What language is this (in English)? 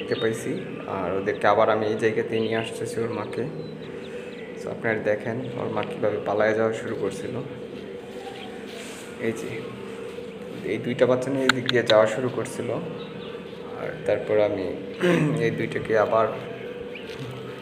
Bangla